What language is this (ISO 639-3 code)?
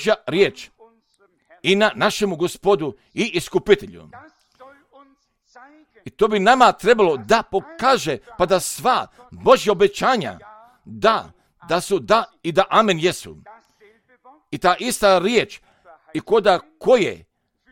hrv